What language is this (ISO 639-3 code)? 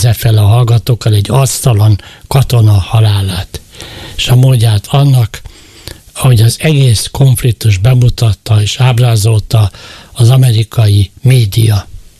hun